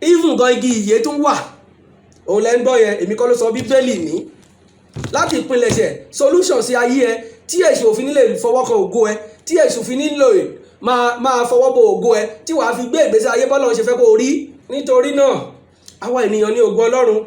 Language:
Yoruba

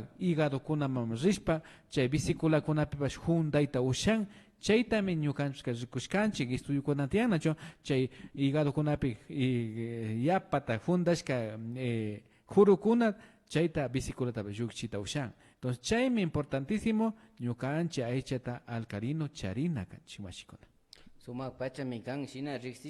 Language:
Imbabura Highland Quichua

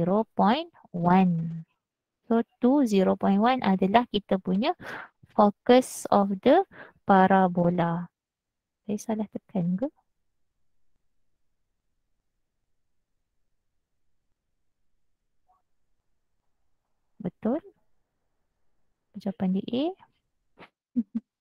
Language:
Malay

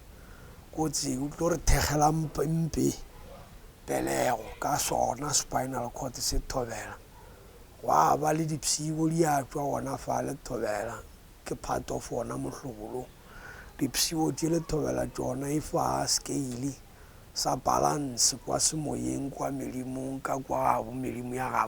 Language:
Northern Sotho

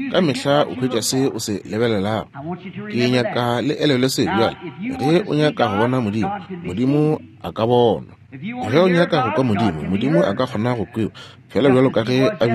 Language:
Northern Sotho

